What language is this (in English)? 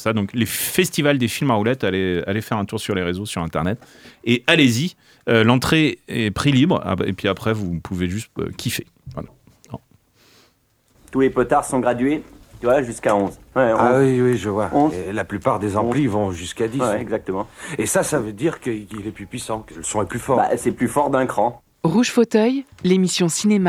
French